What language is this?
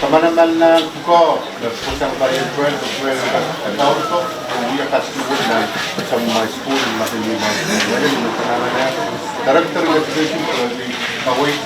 Pohnpeian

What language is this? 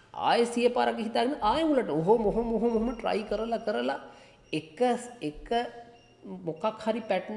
Sinhala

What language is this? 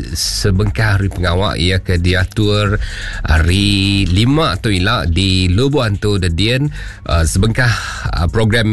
Iban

